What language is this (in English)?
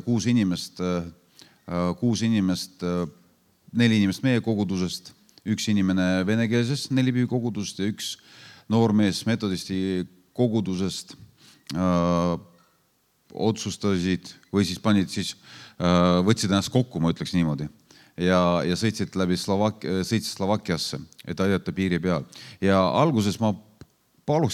Estonian